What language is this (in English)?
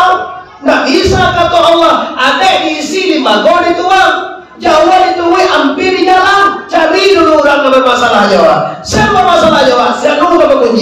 Minangkabau